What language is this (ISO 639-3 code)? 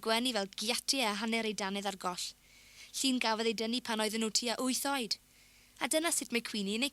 cym